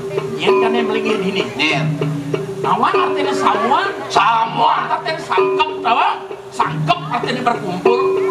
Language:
Balinese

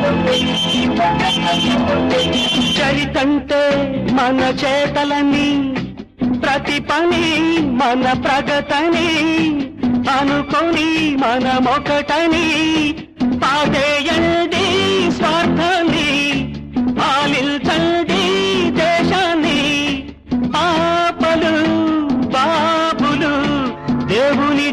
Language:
Telugu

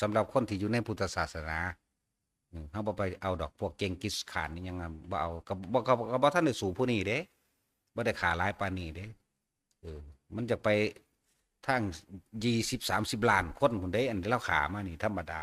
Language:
Northeastern Thai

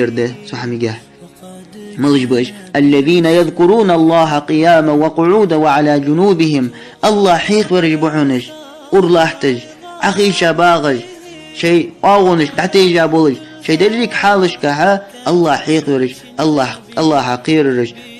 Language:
Ingush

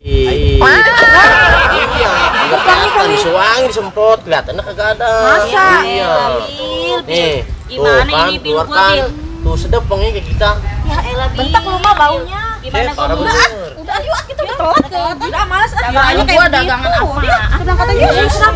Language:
Betawi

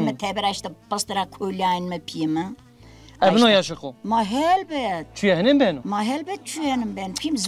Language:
Zaza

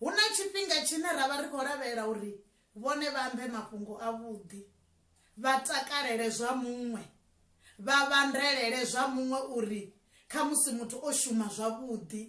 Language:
Venda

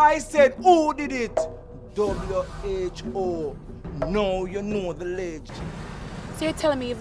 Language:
Jamaican Creole English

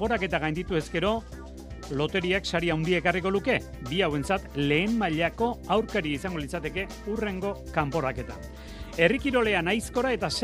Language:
Basque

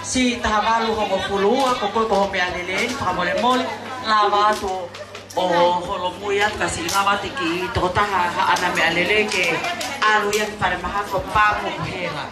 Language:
Tongan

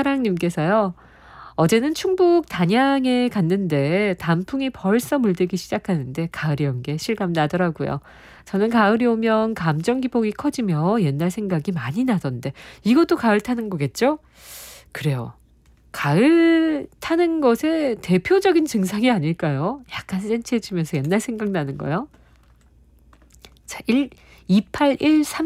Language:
Korean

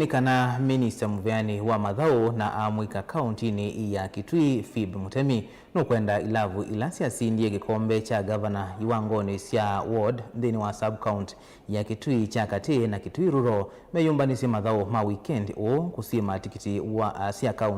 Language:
Kamba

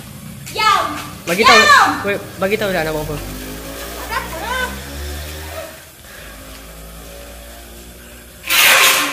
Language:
Malay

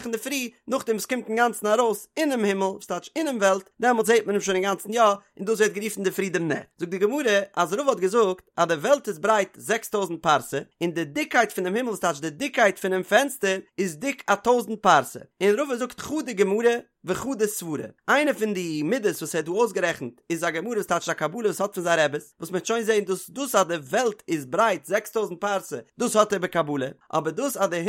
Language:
Yiddish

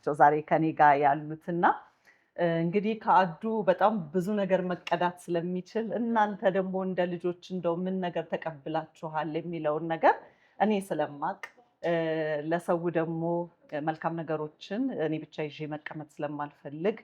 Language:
Amharic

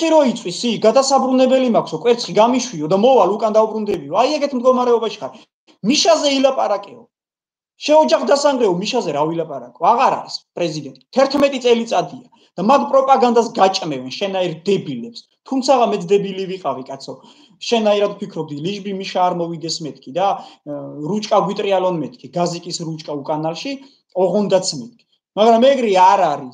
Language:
Georgian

